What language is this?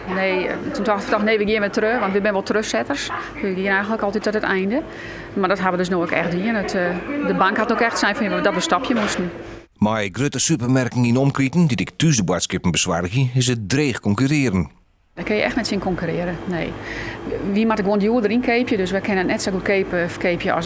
Western Frisian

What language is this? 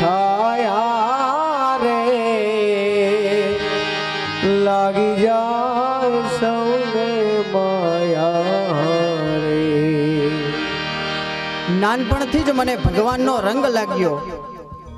Gujarati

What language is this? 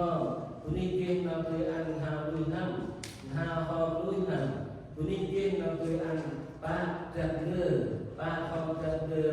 Central Mnong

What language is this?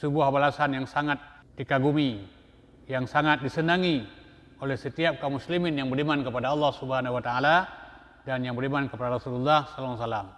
Achinese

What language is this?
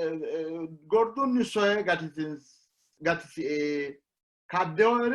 Sidamo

